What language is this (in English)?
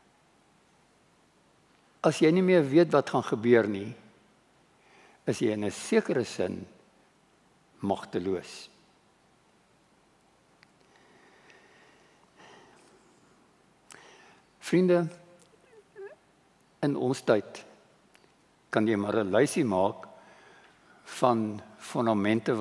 Afrikaans